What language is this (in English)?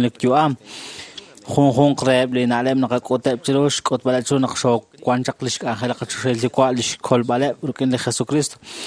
Kekchí